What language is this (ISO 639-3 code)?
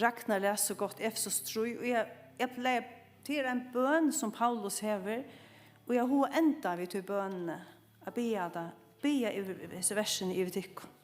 fao